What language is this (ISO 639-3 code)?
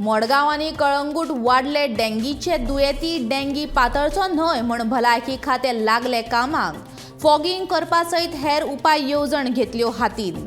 kok